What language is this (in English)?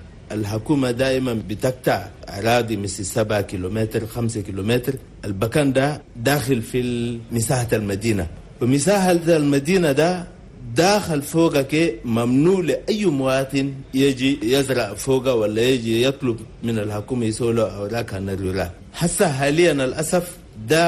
Chadian Arabic